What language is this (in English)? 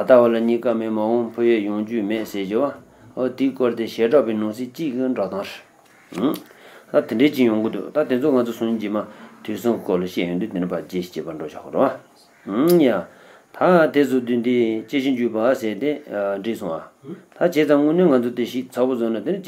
Tibetan